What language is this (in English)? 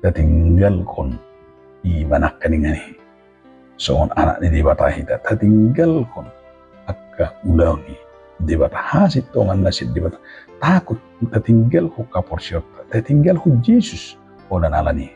Batak Toba